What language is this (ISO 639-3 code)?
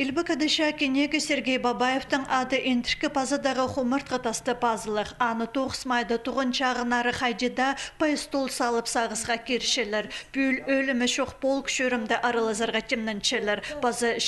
kjh